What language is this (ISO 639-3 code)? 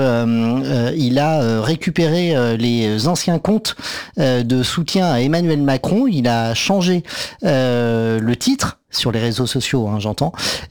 fra